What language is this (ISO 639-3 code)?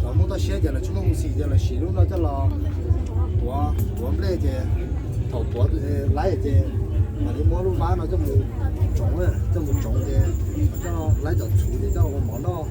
hmn